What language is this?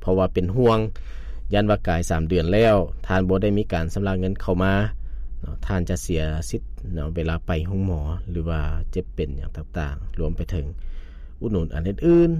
Lao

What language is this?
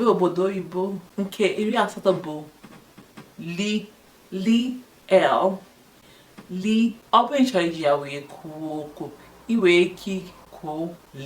Igbo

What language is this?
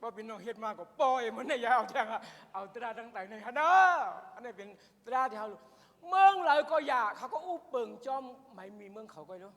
Shan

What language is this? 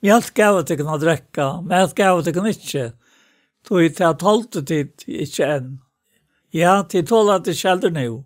Faroese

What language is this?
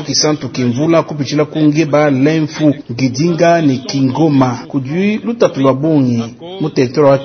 Luba-Lulua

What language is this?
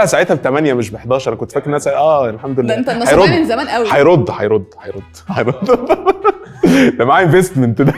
Egyptian Arabic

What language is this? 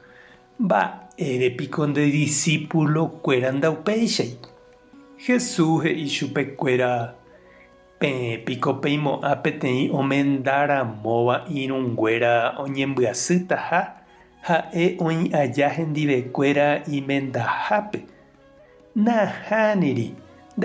Guarani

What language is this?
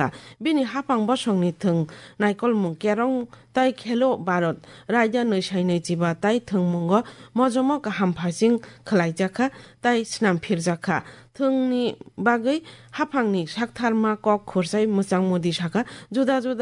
Kok Borok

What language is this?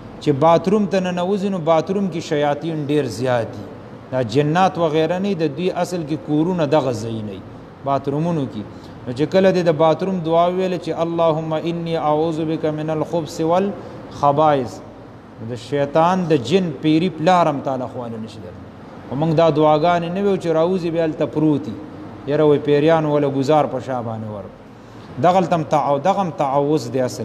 Pashto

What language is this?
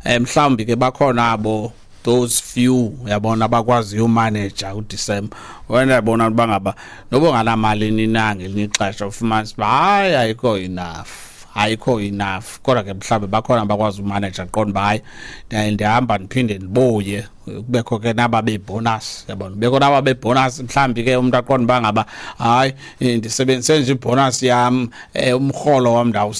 Xhosa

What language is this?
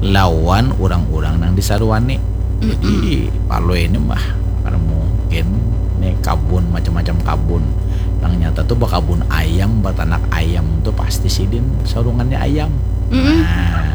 Banjar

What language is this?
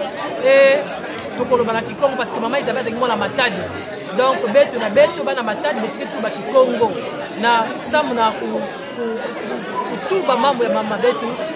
Lingala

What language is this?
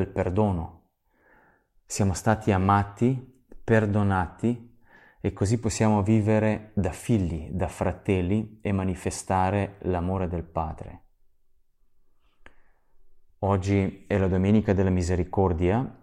Italian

